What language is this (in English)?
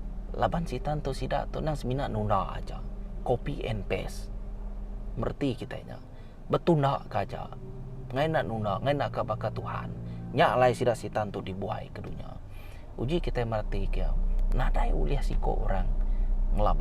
Iban